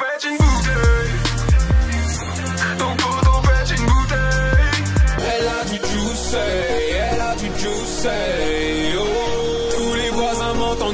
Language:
French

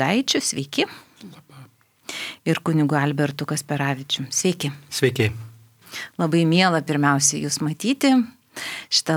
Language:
Lithuanian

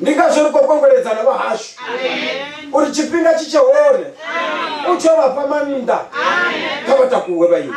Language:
Venda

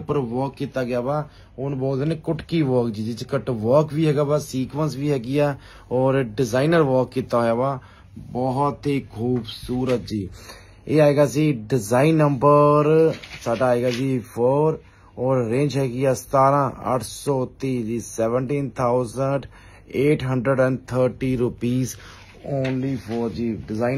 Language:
Punjabi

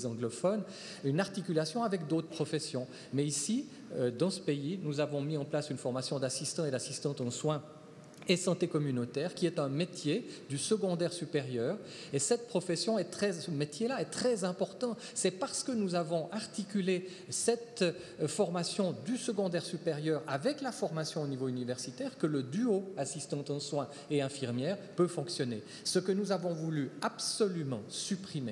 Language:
French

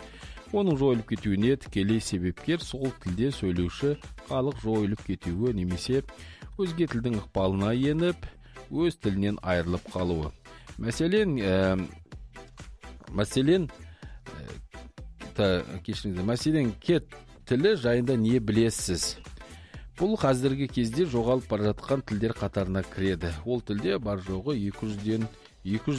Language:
Kazakh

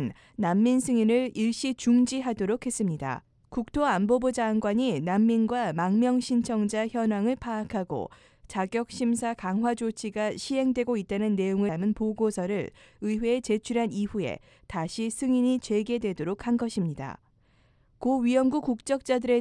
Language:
Korean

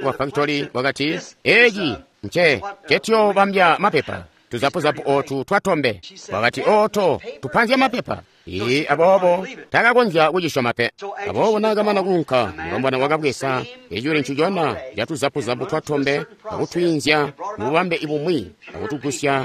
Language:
Tonga (Zambia)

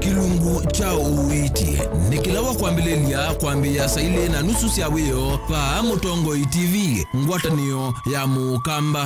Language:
Kamba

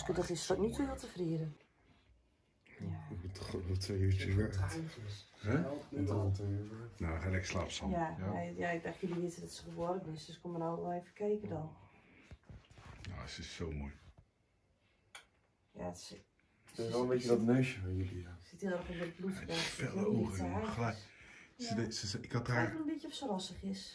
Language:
Dutch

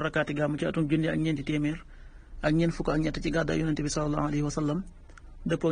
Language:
Wolof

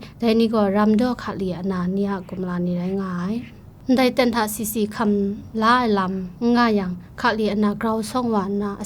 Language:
Kachin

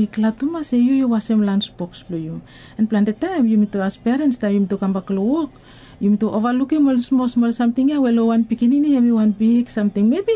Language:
Bislama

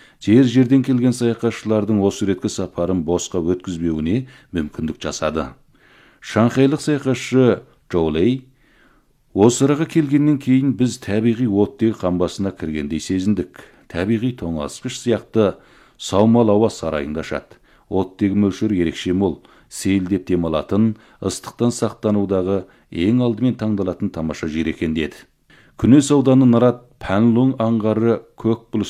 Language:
Kazakh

